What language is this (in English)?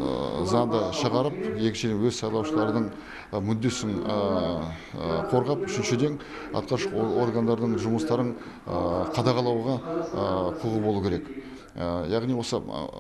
Kazakh